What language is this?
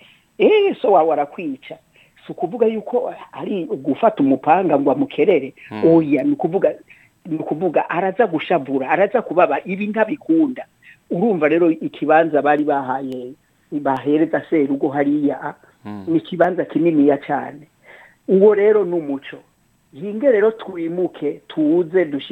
Rundi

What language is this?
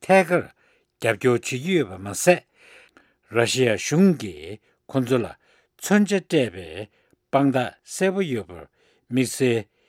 Tibetan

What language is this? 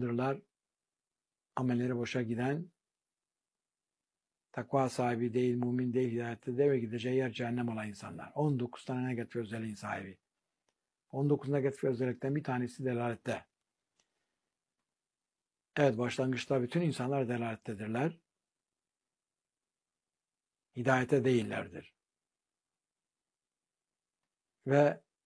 Turkish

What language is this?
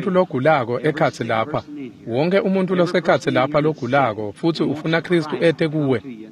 Swati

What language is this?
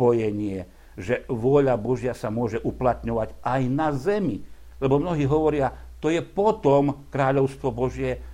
Slovak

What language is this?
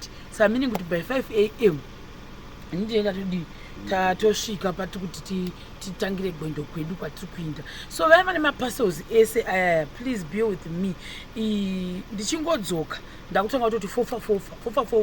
Shona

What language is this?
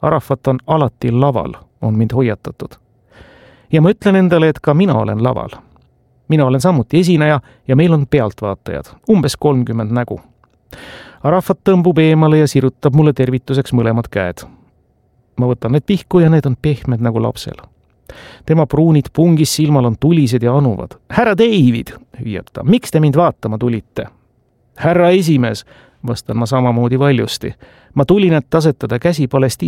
Estonian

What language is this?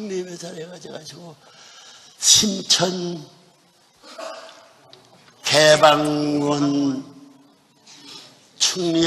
Korean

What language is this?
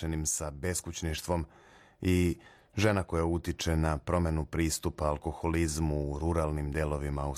Serbian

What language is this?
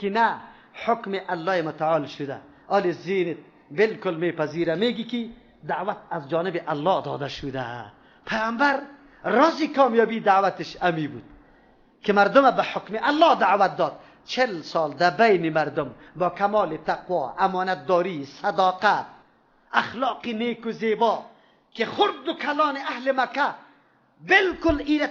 Persian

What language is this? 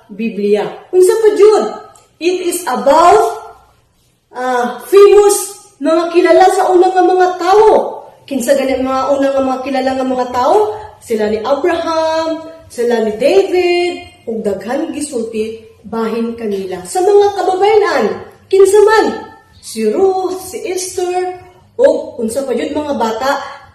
Cebuano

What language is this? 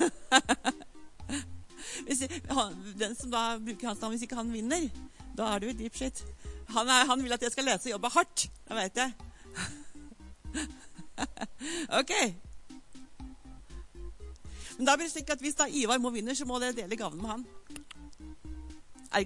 Norwegian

